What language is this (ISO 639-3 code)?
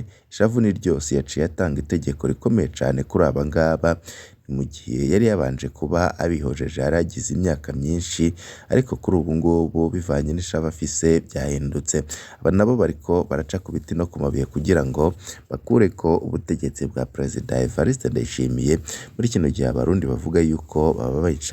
run